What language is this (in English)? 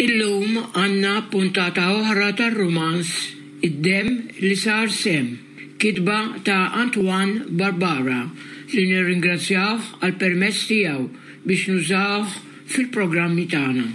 Maltese